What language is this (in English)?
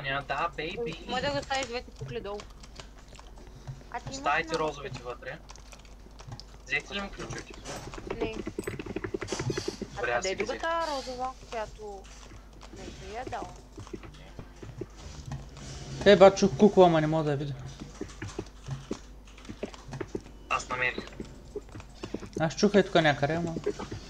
Bulgarian